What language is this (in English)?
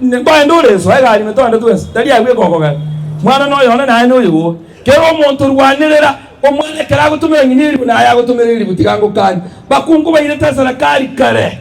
Gusii